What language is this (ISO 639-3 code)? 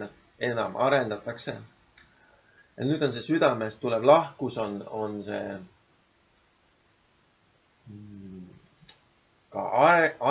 est